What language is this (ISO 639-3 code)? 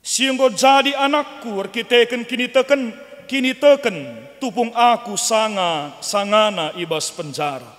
btx